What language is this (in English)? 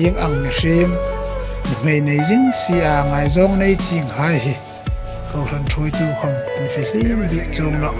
Hmar